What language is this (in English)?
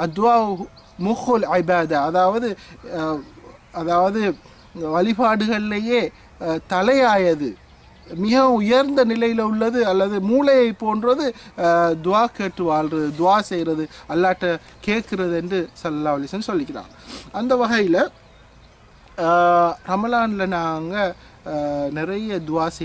Tamil